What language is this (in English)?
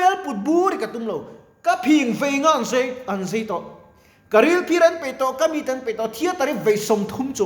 Mizo